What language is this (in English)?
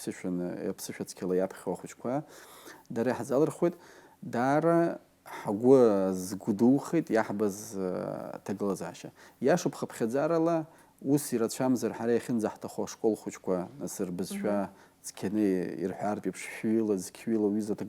Abkhazian